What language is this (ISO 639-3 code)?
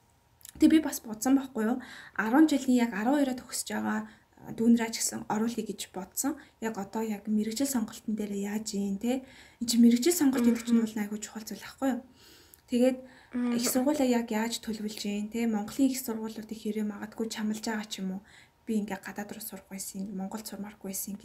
mon